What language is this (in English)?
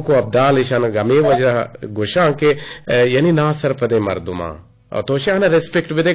Eastern Balochi